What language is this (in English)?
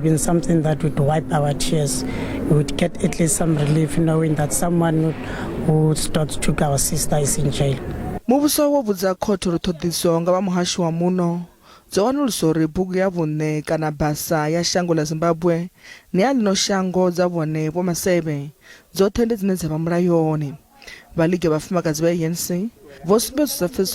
Venda